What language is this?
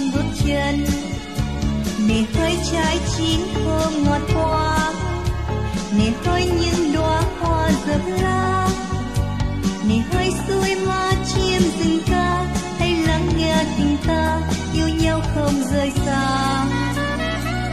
Vietnamese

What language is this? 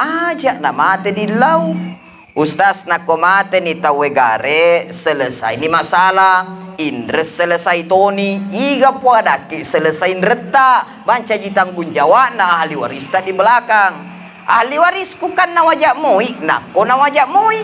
Buginese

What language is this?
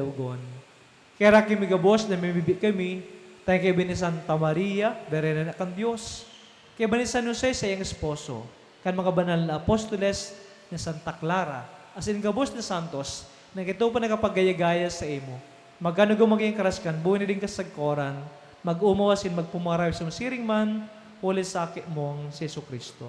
Bikol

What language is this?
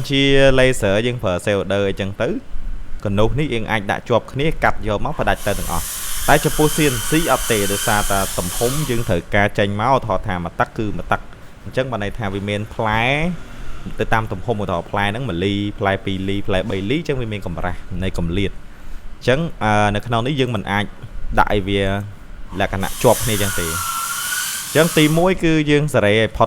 Khmer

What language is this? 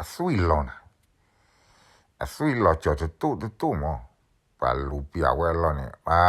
S'gaw Karen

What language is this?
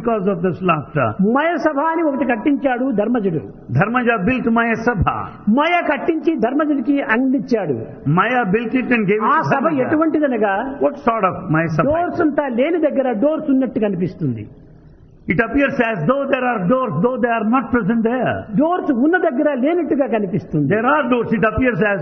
Telugu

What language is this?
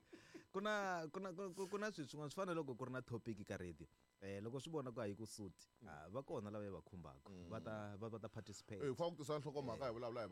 Tsonga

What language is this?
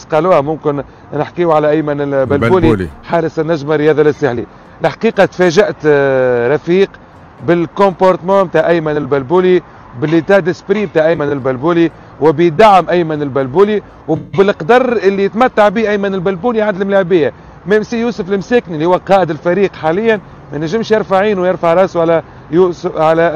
Tunisian Arabic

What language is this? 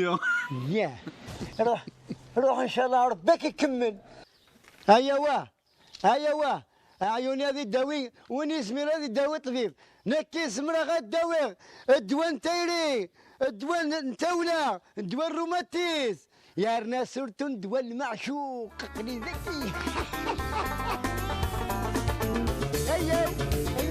Kabyle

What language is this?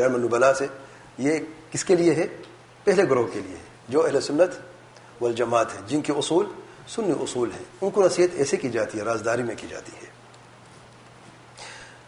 Urdu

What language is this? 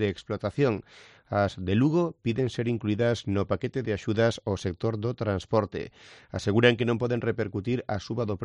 Galician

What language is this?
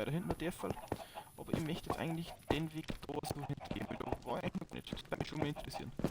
Bavarian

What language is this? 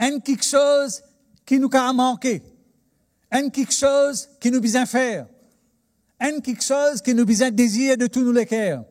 Morisyen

